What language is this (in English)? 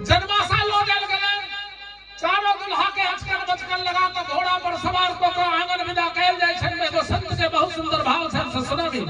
Maithili